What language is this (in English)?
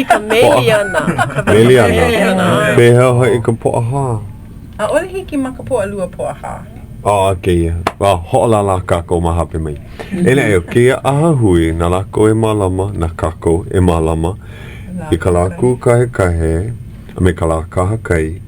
Hawaiian